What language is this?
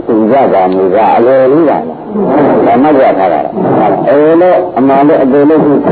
Burmese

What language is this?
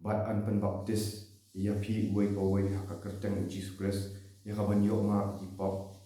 Khasi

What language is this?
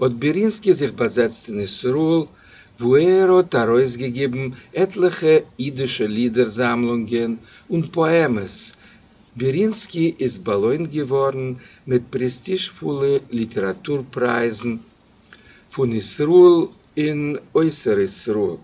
Yiddish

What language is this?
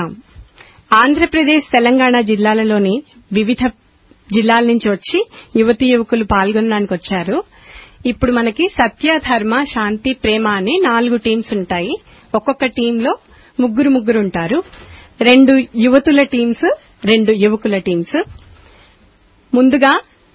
Telugu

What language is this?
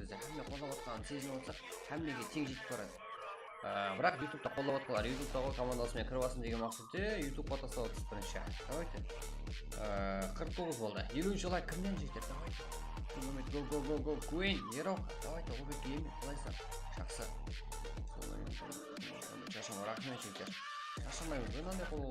Kara-Kalpak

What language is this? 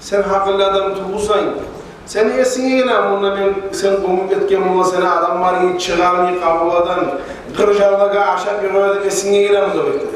Kumyk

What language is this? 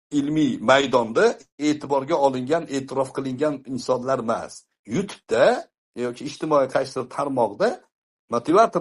Uzbek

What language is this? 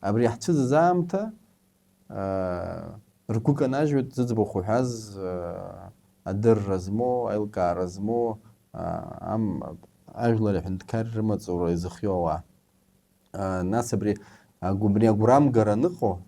Abkhazian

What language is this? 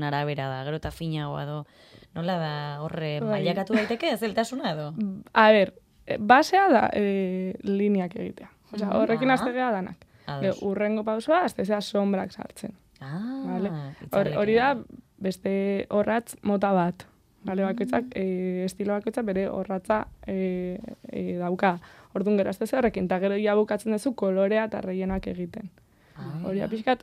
Basque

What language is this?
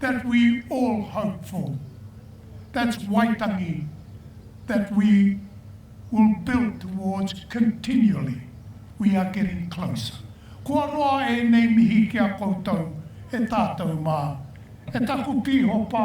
Māori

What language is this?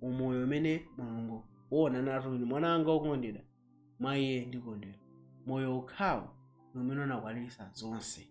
Nyanja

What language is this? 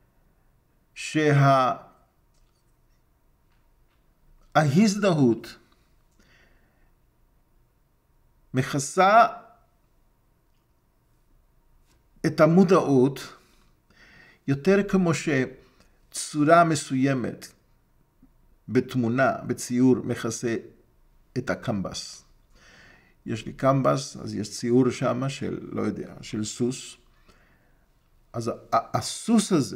Hebrew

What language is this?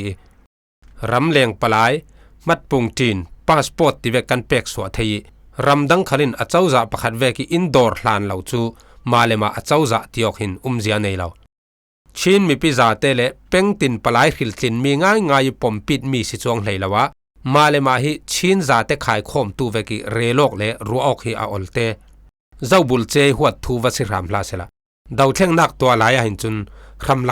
Falam Chin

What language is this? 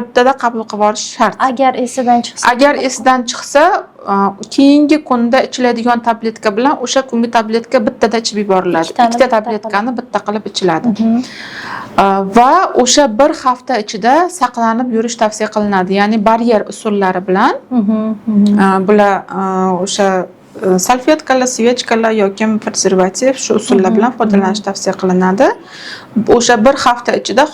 Uzbek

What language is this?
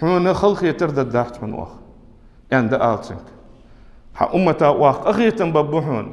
Ingush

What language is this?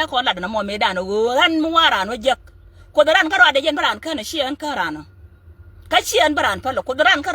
Nuer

